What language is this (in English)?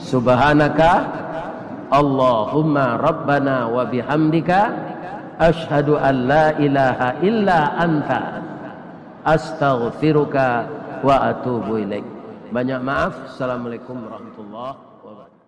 Minangkabau